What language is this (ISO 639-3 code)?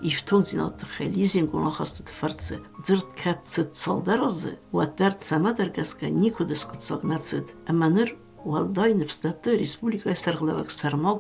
oss